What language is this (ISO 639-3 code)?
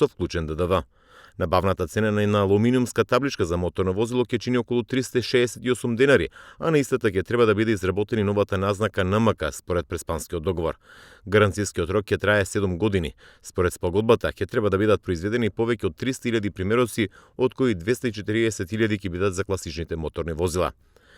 mkd